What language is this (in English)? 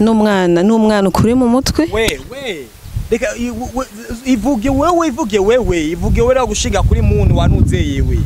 Rundi